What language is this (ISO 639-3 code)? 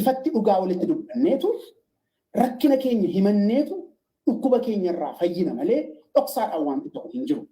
orm